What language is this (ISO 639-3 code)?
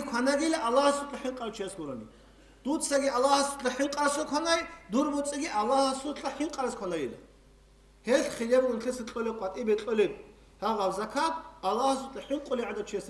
ava